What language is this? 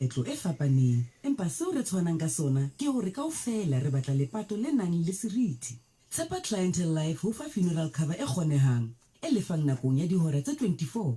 Southern Sotho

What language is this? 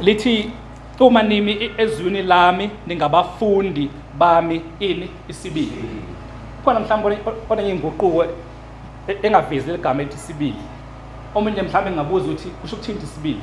Zulu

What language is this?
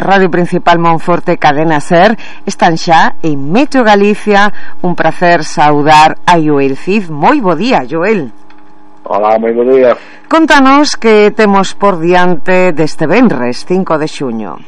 Galician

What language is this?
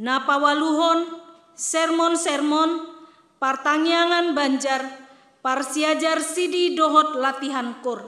Batak Toba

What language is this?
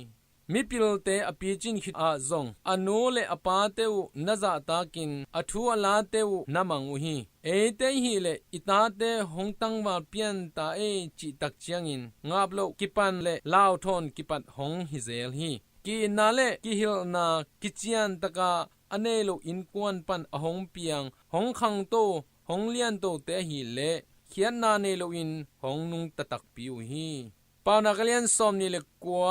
Tedim Chin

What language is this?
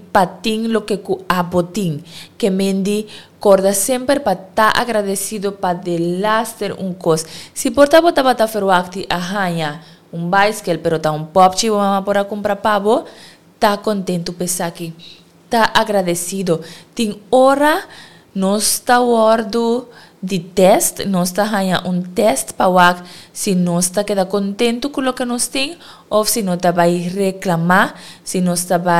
Papiamento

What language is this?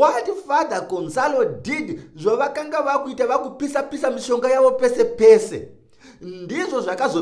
Shona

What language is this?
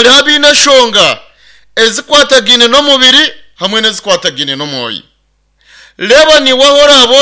Nyankole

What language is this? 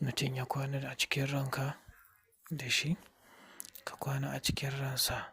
Hausa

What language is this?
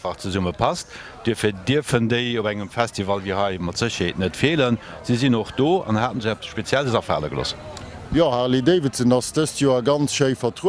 Luxembourgish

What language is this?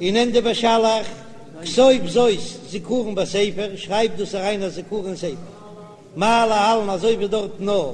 Yiddish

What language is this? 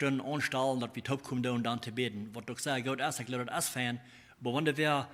Plautdietsch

